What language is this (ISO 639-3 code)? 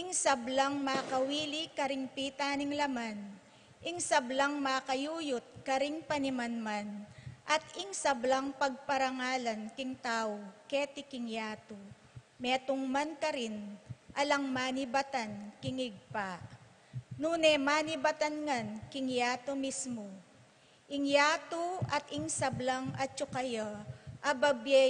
pam